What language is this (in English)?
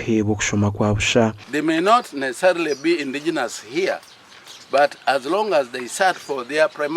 Nyankole